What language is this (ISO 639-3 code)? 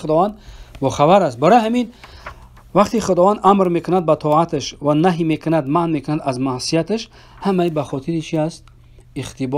fas